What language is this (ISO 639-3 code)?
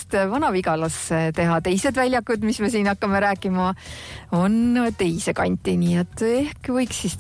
est